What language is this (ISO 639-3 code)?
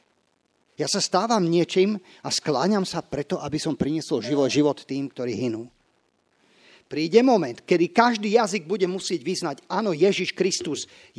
slk